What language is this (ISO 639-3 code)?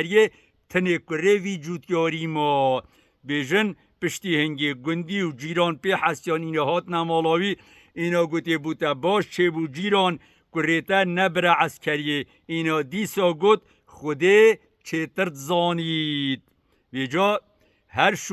kur